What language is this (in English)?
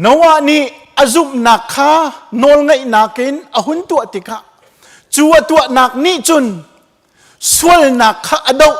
Hakha Chin